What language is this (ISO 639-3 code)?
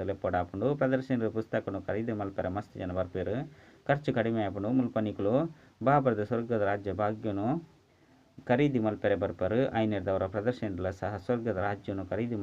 tcy